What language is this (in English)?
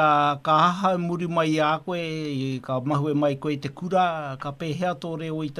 Māori